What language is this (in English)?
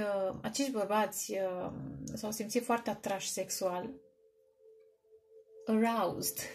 Romanian